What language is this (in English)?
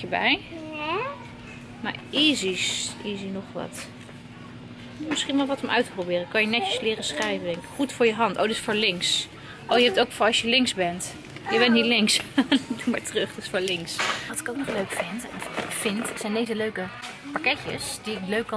Dutch